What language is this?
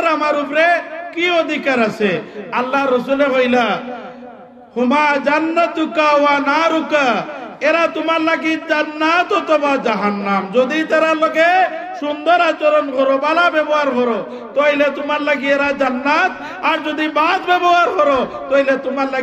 Sylheti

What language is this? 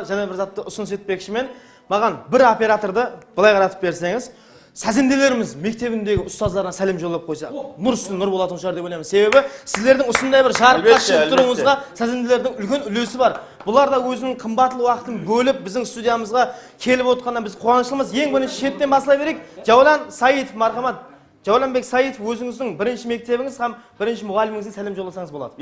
Kara-Kalpak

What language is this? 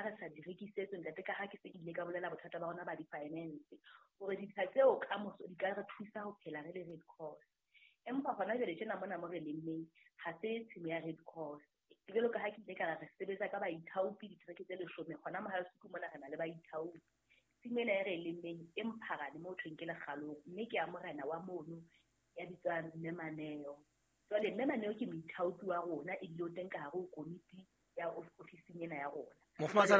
Southern Sotho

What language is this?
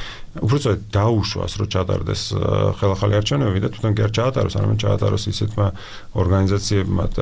Georgian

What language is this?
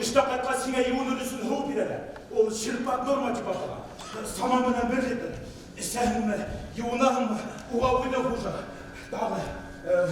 Bashkir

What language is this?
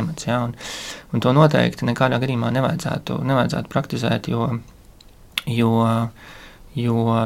Latvian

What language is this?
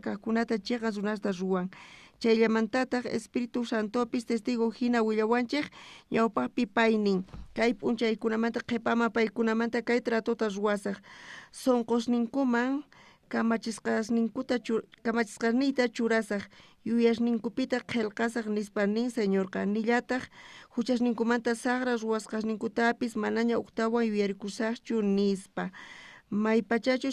South Bolivian Quechua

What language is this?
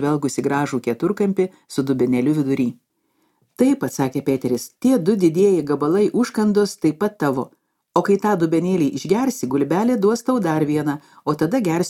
Lithuanian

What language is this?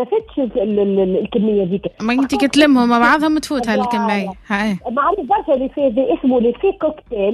Tunisian Arabic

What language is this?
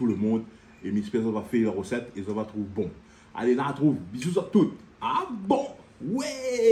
Réunion Creole French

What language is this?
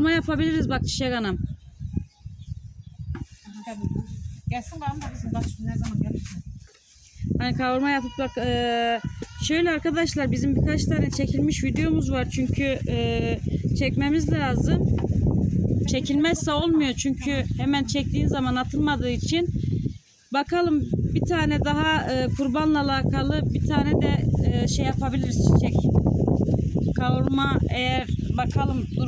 Turkish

